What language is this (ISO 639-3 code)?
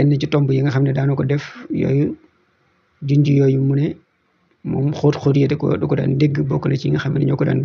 wol